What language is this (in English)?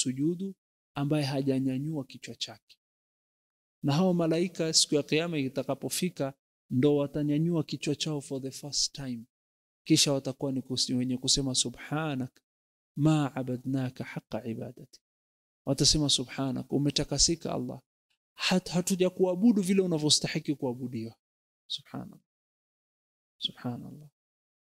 Swahili